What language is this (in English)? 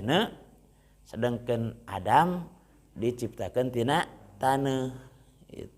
Sundanese